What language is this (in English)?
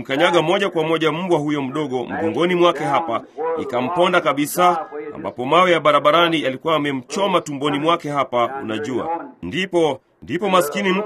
Swahili